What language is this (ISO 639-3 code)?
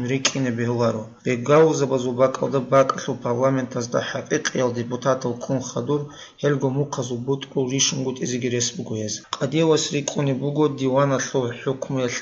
ava